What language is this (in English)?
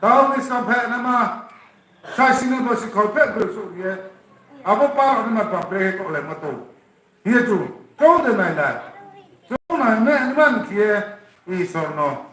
Riang (India)